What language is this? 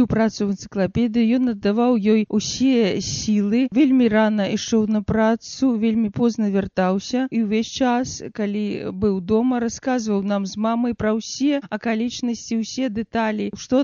Belarusian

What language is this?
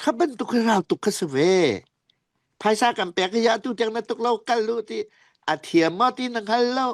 Falam Chin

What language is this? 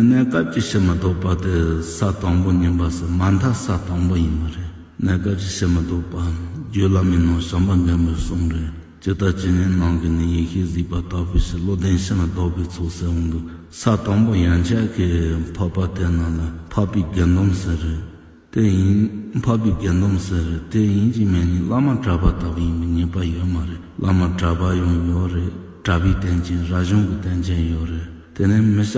Tibetan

